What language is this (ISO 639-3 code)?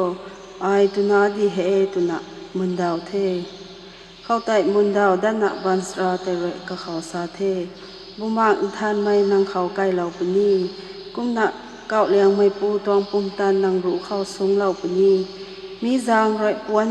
nbu